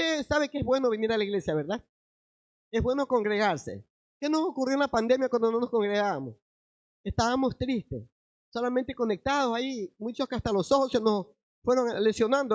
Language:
Spanish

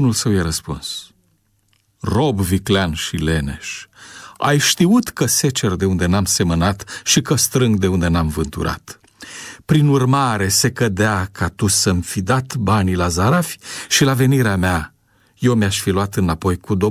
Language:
Romanian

